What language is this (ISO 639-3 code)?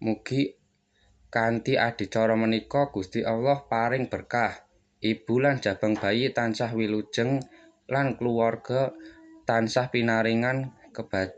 jav